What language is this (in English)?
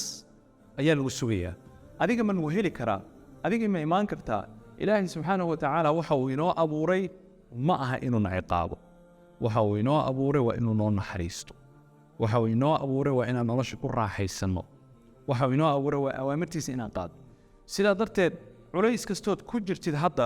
Somali